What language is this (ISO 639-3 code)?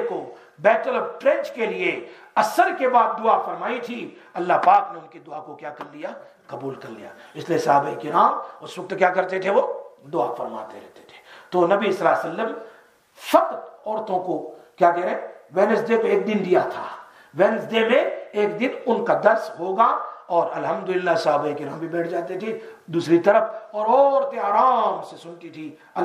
urd